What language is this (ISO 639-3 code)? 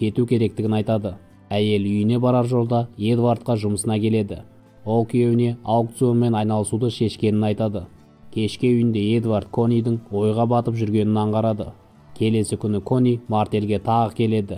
kaz